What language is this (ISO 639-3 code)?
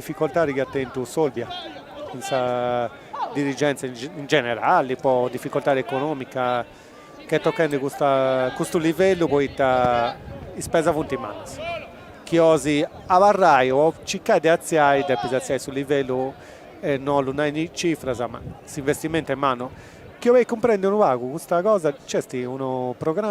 srd